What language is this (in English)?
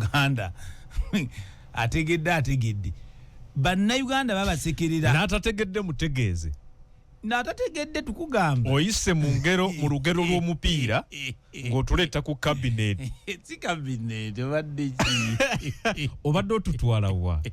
Ganda